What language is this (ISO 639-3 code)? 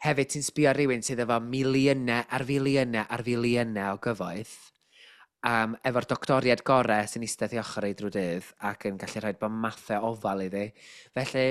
cym